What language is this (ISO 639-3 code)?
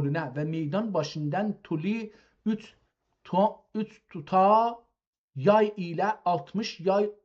azb